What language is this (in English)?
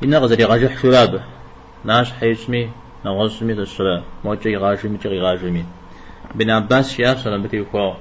Kabardian